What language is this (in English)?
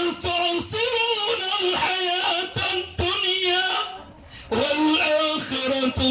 Maranao